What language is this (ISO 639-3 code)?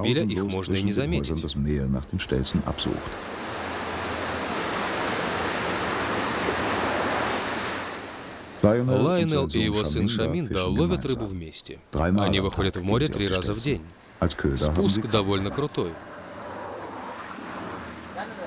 rus